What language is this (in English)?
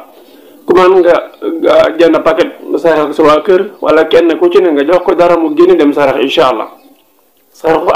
Wolof